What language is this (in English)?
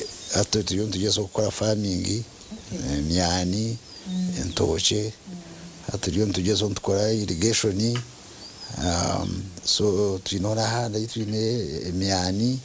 Nyankole